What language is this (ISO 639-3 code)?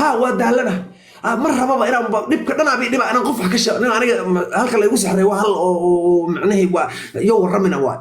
som